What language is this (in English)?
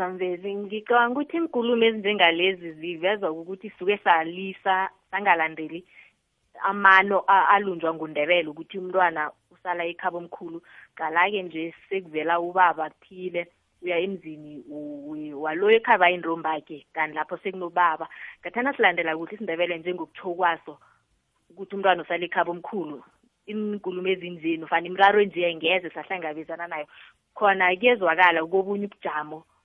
South Ndebele